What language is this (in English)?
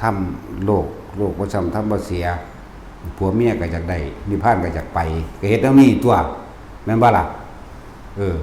Northeastern Thai